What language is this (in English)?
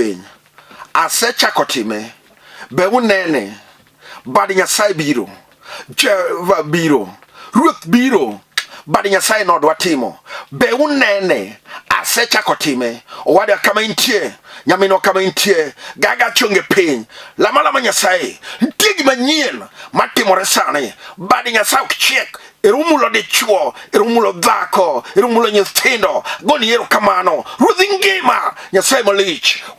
Luo (Kenya and Tanzania)